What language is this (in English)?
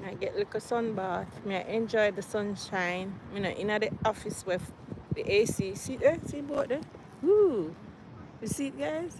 Jamaican Creole English